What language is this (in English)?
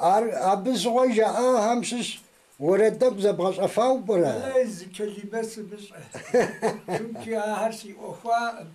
Kabardian